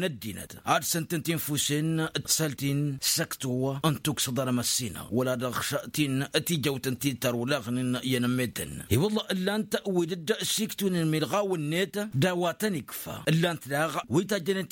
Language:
Tamasheq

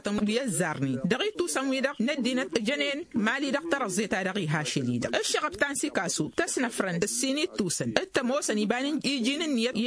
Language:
Tamasheq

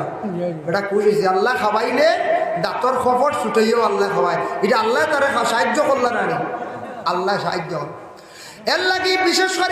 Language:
Sylheti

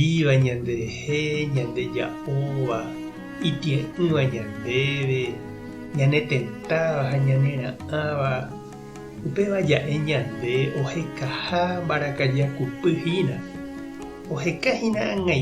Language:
Guarani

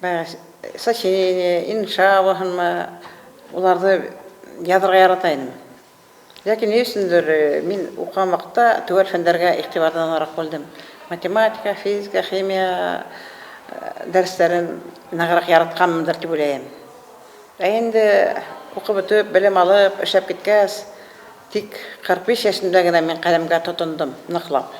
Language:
Bashkir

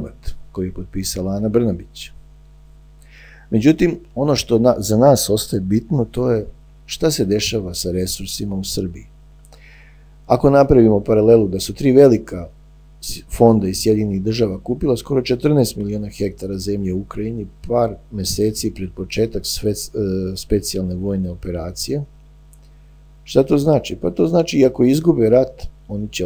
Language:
Serbian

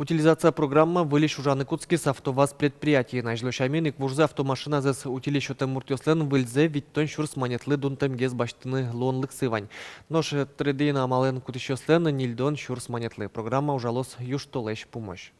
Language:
Udmurt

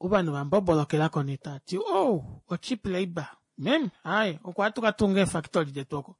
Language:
Kuanyama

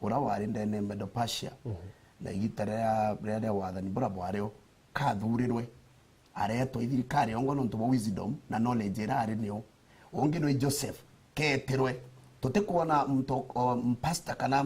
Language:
Meru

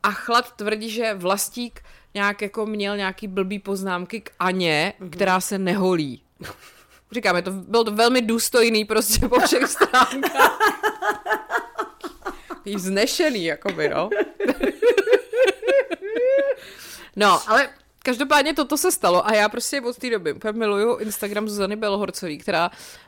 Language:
Czech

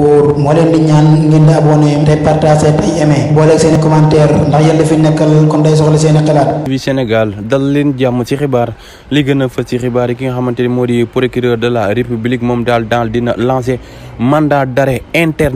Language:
Wolof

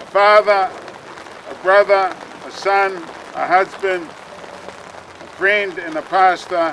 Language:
Samoan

